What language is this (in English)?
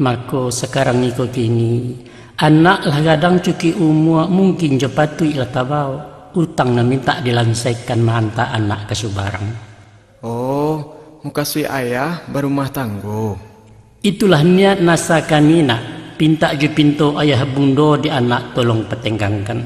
Minangkabau